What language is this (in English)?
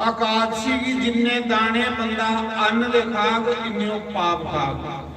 Dogri